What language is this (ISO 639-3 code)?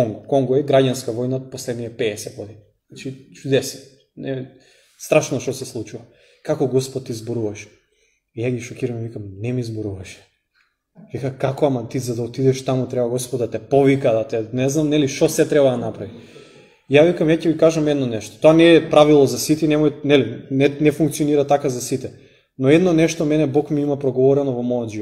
mkd